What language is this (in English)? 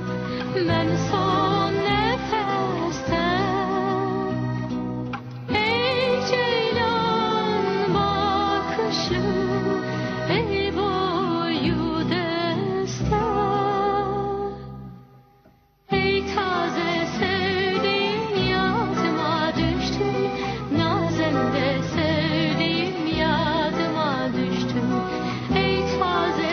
Turkish